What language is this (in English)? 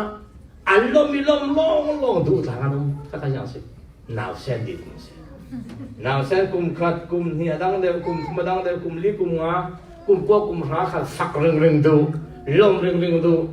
Falam Chin